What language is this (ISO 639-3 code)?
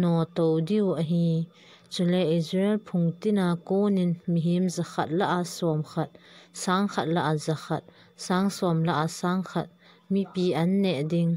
tcz